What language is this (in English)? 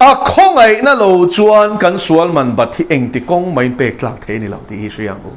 Mizo